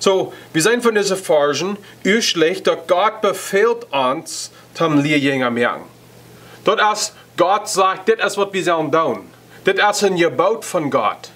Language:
Plautdietsch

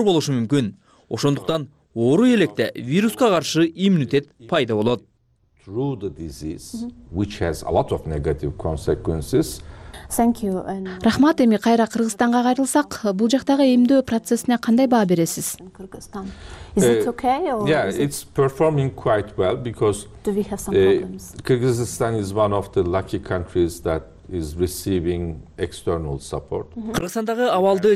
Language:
Kyrgyz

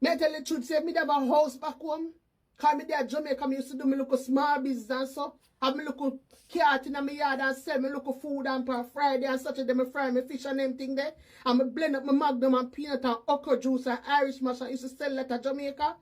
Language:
Jamaican Creole English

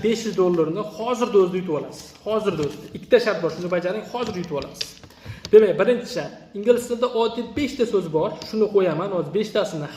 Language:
Uzbek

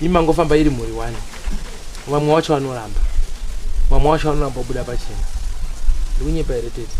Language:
Shona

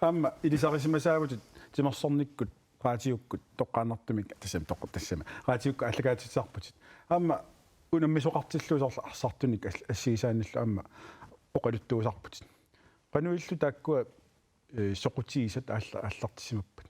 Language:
Kalaallisut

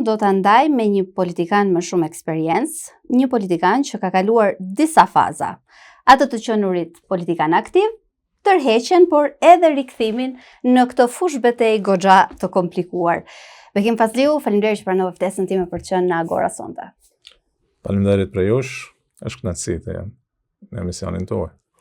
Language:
Albanian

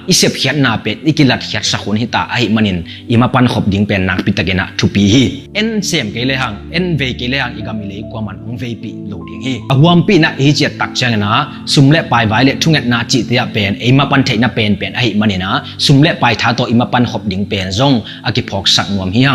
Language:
Tedim Chin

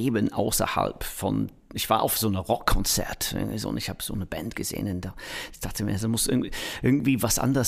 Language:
German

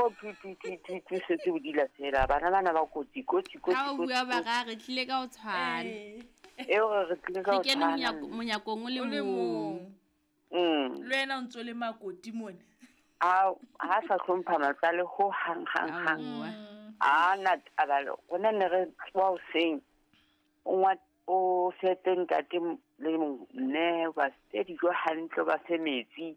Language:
Southern Sotho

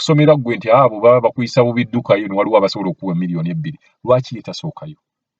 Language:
Ganda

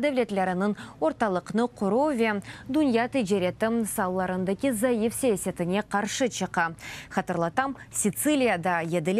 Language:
Crimean Tatar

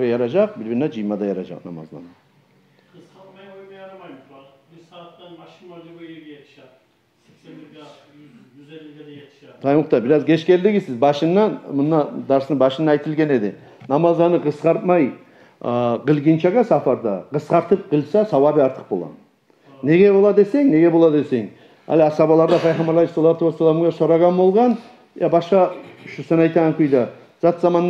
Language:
Kumyk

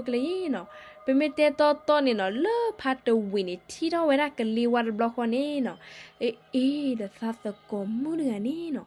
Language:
S'gaw Karen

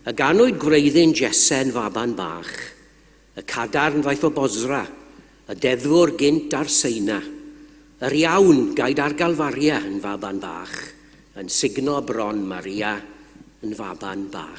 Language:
Welsh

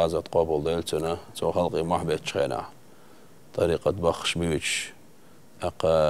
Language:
Chechen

